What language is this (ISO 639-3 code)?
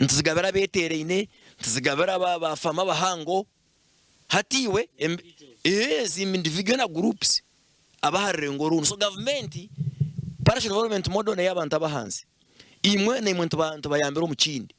nyn